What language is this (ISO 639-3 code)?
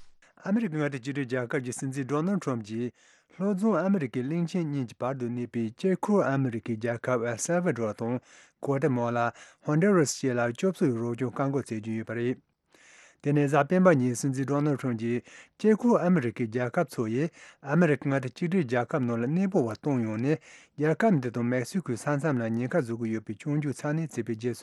bod